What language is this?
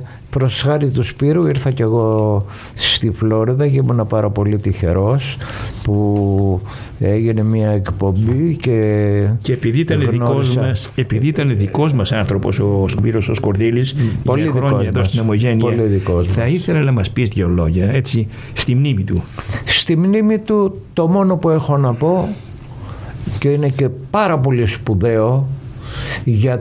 Greek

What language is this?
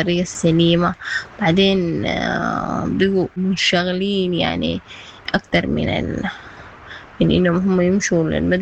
Sudanese Arabic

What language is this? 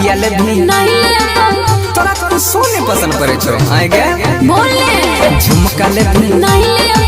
Maithili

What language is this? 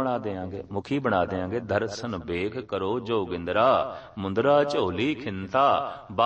Punjabi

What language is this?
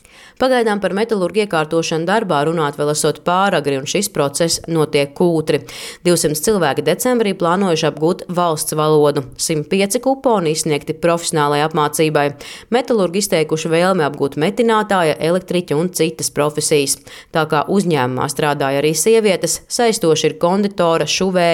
Latvian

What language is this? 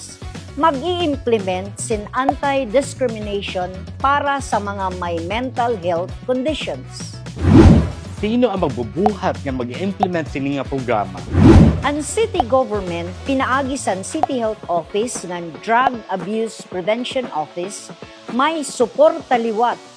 Waray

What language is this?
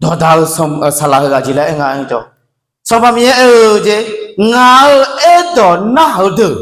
Akha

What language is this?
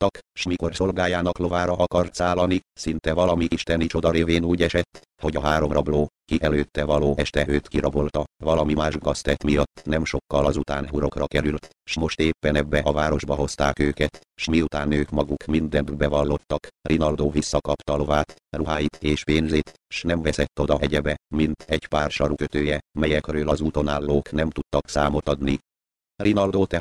Hungarian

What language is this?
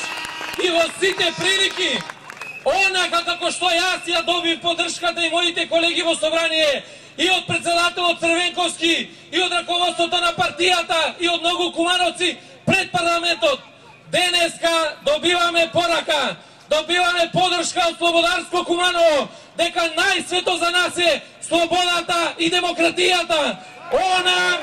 Macedonian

